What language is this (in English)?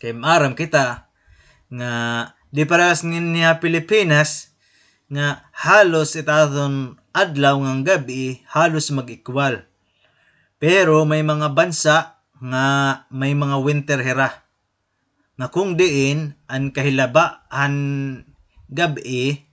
Waray